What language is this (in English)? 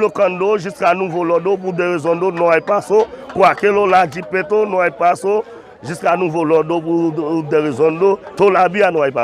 Haitian Creole